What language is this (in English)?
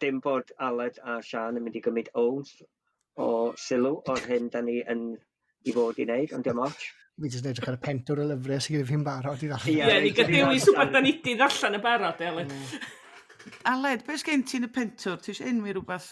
Welsh